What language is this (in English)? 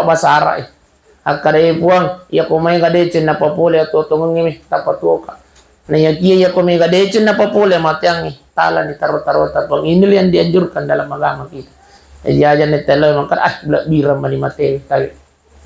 Buginese